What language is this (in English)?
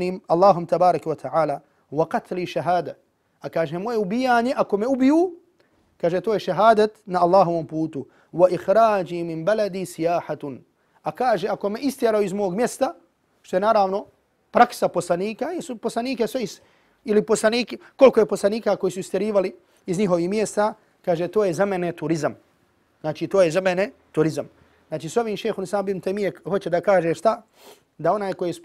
Bosnian